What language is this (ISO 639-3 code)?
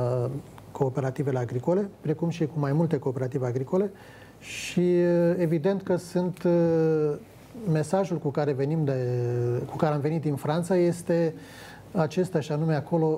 ron